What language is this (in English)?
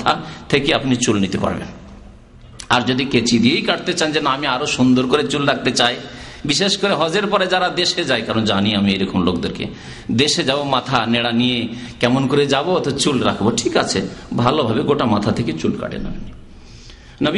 Bangla